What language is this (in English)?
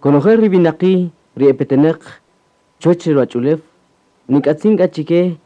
Kaqchikel